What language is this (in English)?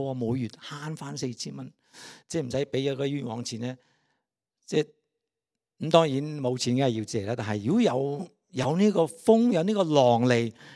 Cantonese